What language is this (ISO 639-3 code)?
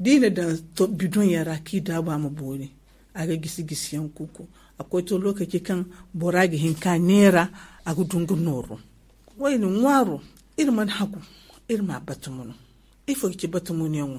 dje